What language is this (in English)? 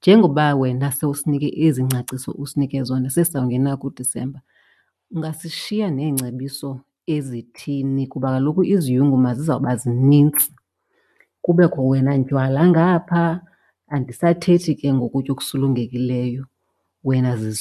Xhosa